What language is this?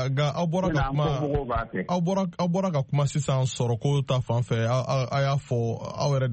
Bambara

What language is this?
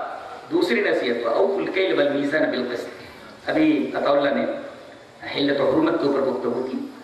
Urdu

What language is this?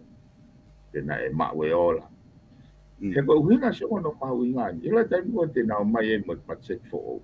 Tongan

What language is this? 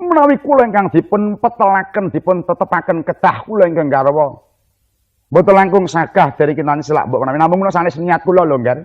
Javanese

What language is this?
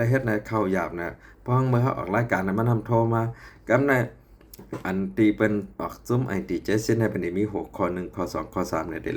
Shan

